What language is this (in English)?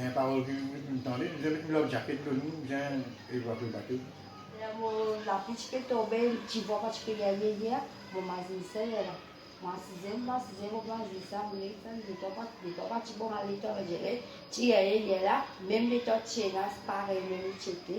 Morisyen